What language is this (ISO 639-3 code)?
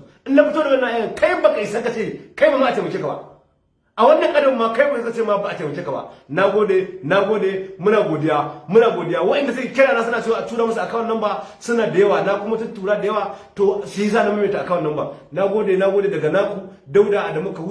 hau